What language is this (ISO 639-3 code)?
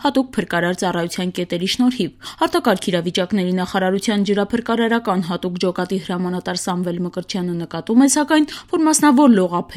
hye